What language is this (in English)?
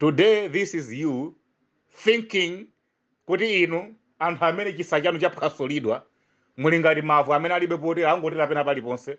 Nyanja